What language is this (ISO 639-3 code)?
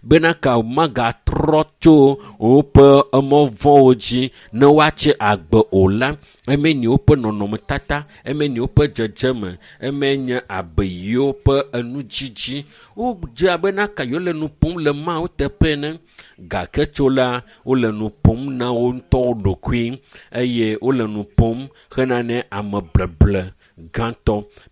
ewe